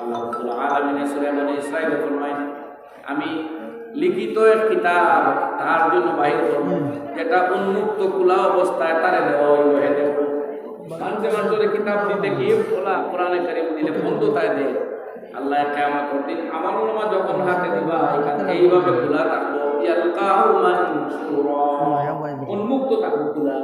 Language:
Sylheti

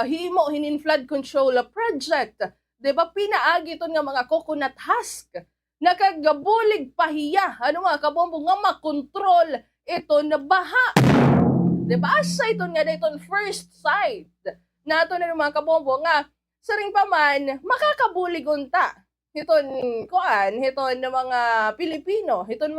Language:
Waray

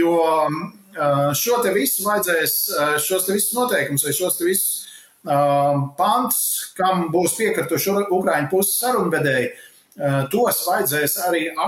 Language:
Latvian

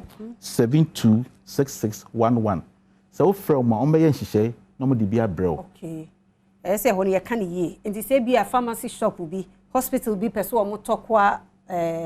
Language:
Akan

